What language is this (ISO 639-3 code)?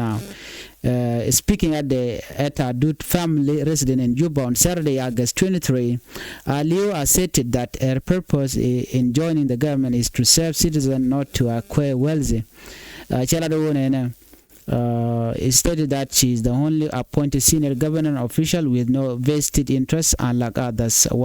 nus